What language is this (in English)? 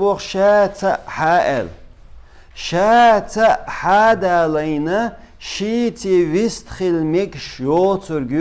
Chechen